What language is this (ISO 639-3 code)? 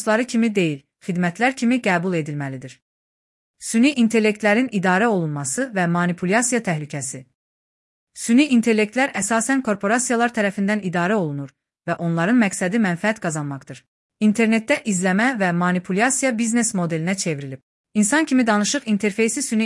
aze